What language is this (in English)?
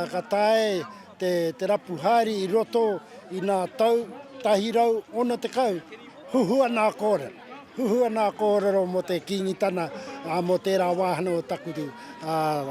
Māori